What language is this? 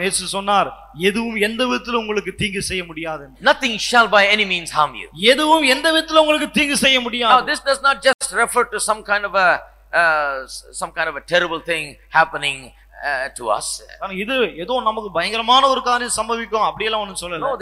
Tamil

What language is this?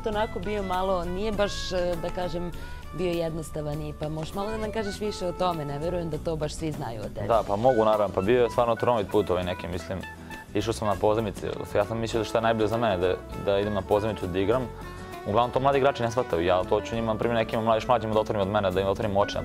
Serbian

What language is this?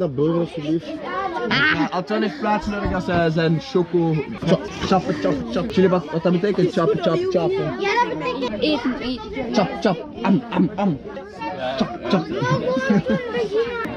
Dutch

